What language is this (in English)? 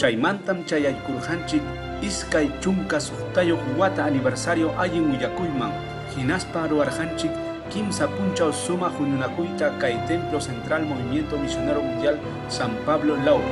Ayacucho Quechua